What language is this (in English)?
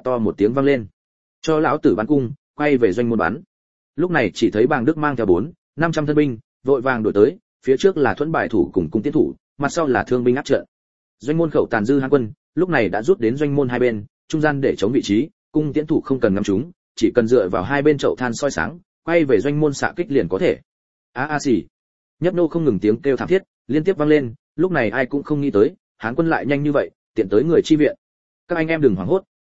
Vietnamese